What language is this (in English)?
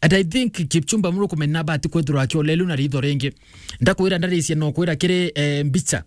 Meru